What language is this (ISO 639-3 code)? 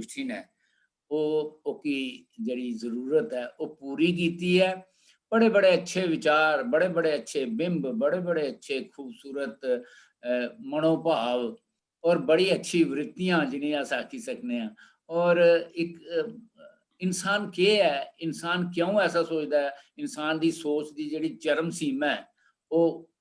doi